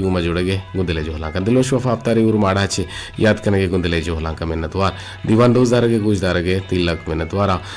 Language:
Eastern Balochi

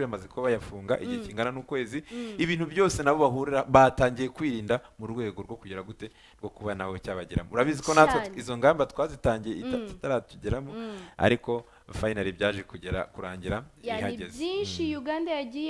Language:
Kinyarwanda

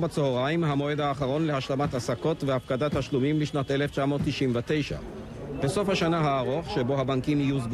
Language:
Hebrew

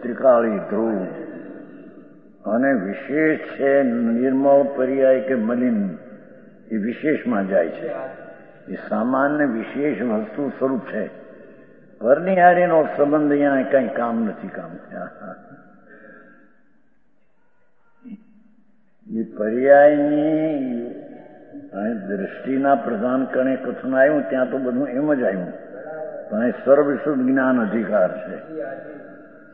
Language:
Gujarati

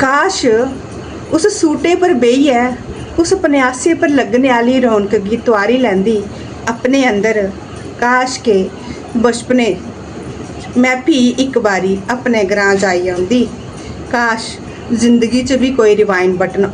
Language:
Dogri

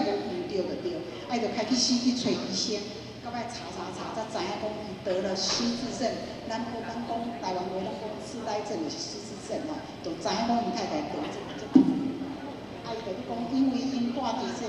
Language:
Min Nan Chinese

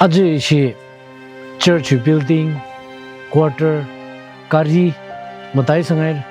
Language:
Tangkhul Naga (India)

